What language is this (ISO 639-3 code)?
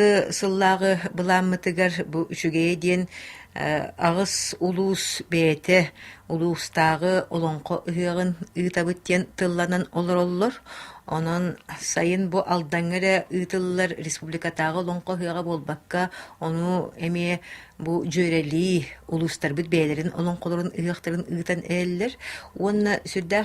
sah